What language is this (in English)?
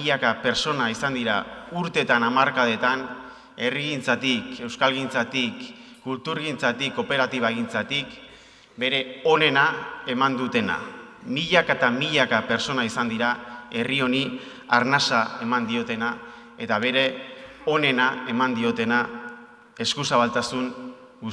Basque